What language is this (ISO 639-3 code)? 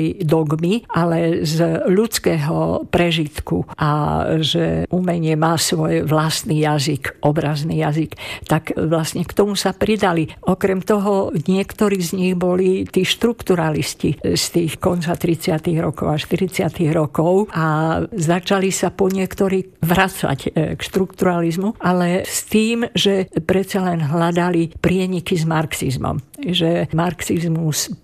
slk